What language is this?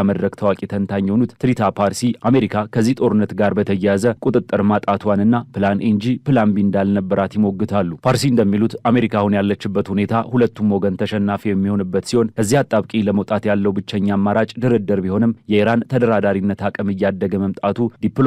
Amharic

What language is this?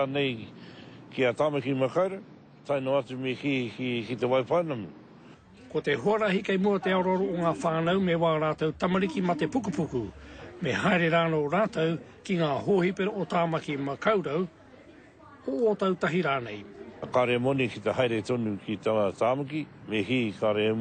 Māori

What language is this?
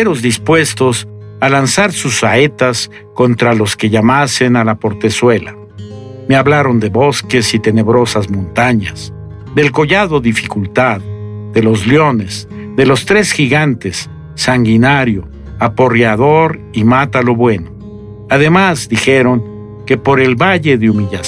Spanish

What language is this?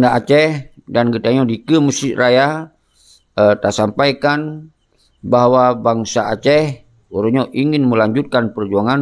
Achinese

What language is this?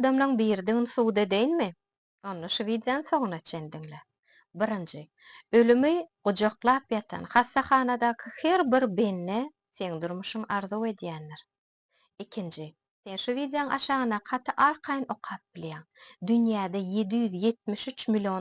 Turkmen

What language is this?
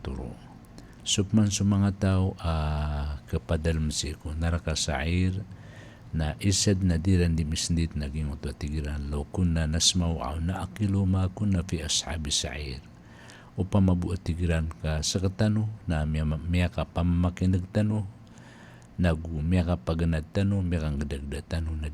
Maranao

